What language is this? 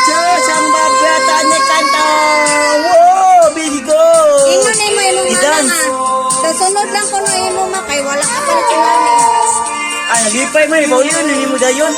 Cebuano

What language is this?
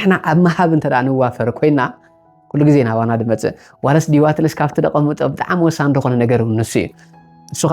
Tigrinya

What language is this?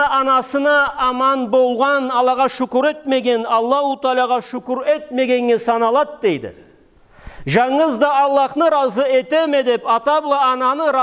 Karachay-Balkar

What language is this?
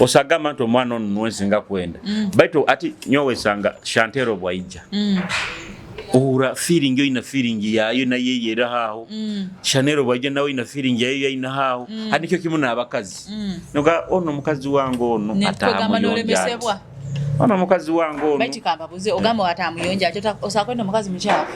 Nyoro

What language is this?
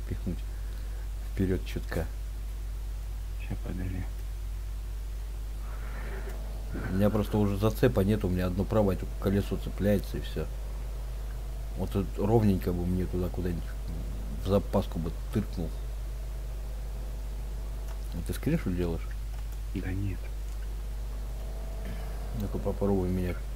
Russian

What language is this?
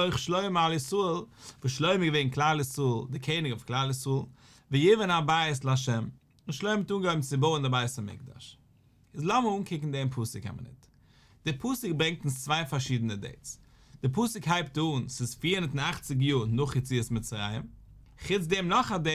Yiddish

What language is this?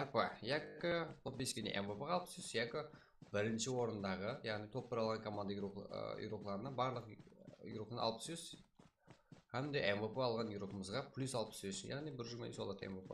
Kara-Kalpak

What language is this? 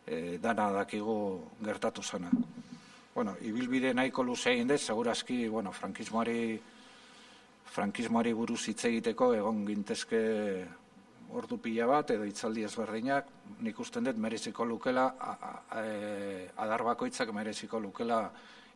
Basque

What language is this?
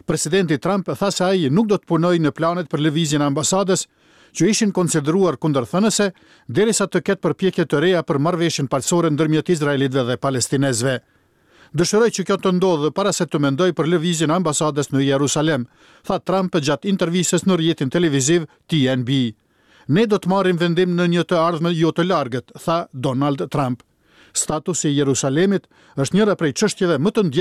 Albanian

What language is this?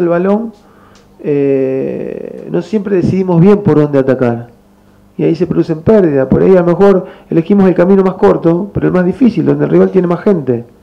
Spanish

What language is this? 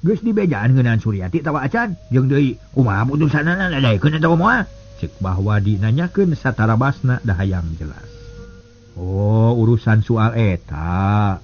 Sundanese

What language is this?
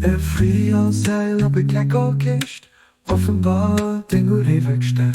Luxembourgish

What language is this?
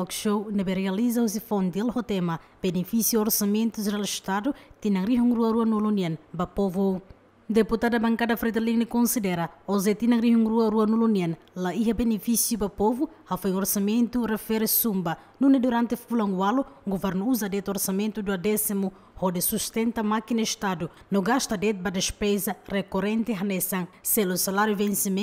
Tetum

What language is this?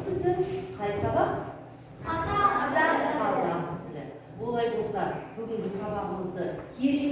Kazakh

